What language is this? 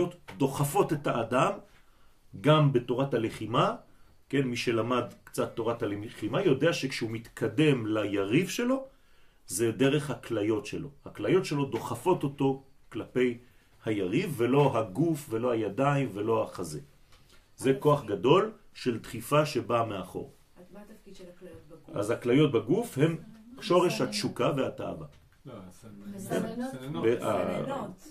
Hebrew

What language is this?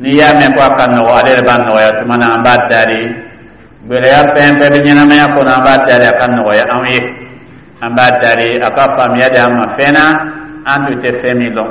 Dyula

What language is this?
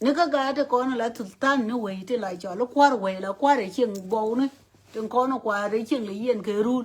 Nuer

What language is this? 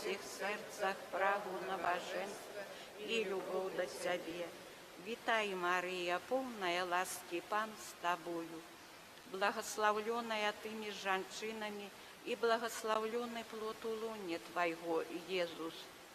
Belarusian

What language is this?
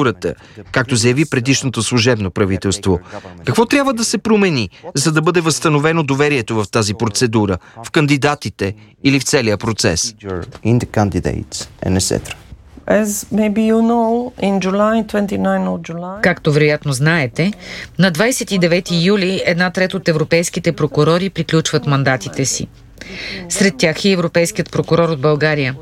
Bulgarian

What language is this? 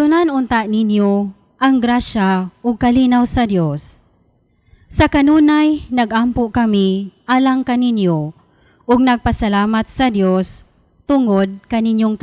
Cebuano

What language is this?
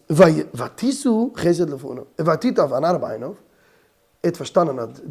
Yiddish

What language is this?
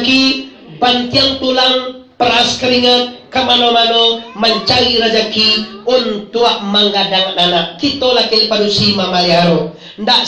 Minangkabau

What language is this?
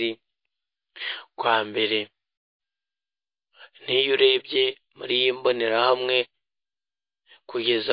Kinyarwanda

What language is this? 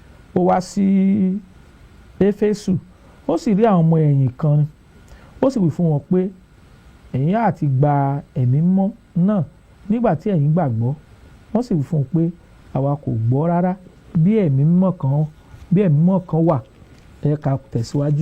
Yoruba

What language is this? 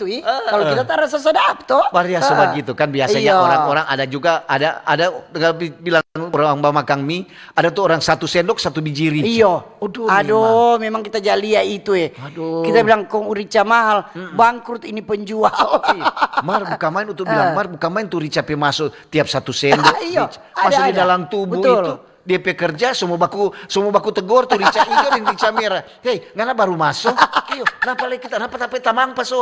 Manado Malay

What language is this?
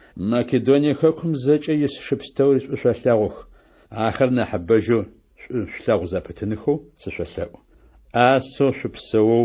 Adyghe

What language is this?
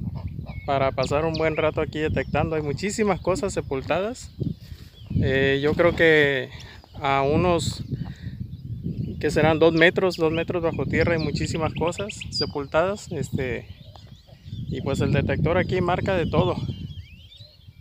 Spanish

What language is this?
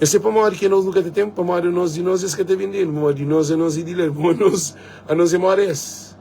Kabuverdianu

